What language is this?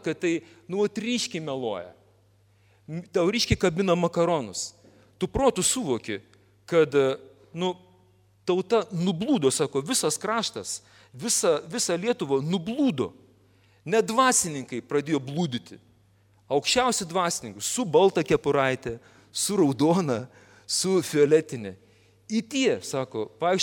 Lithuanian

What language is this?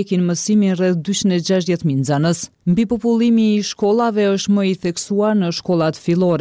Albanian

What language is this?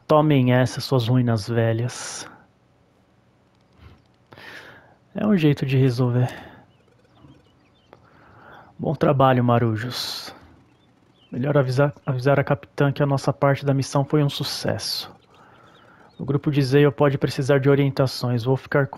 Portuguese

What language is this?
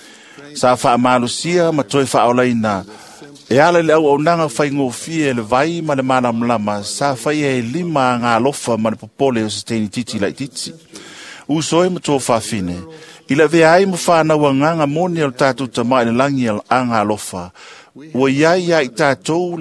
Samoan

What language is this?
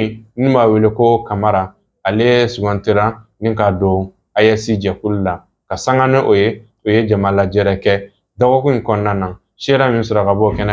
Bambara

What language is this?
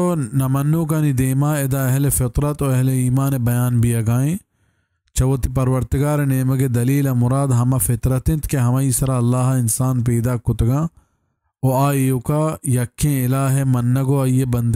Baluchi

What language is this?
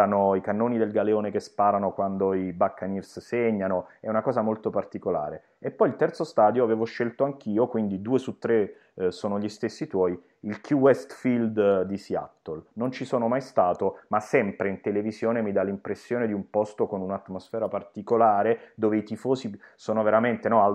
Italian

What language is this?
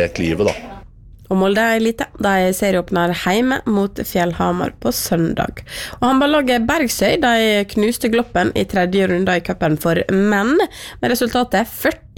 Norwegian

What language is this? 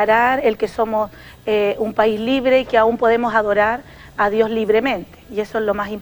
Spanish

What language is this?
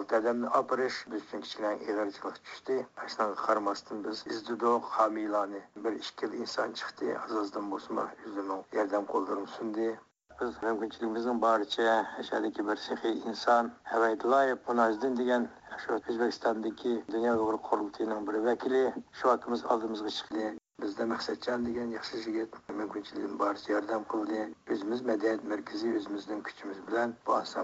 Uyghur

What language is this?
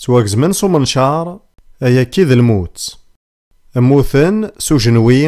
Kabyle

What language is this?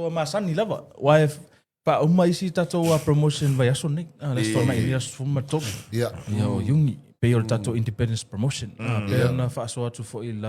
Samoan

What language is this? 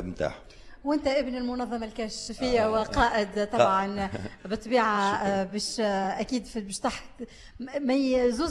Tunisian Arabic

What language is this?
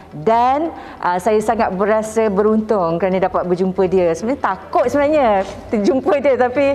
Malay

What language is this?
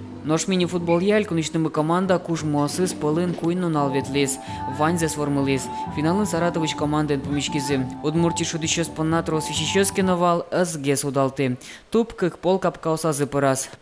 Udmurt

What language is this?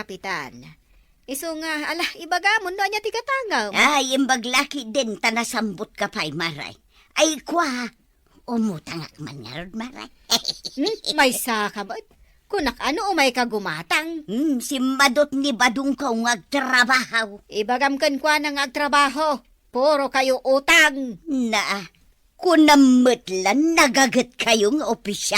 Iloko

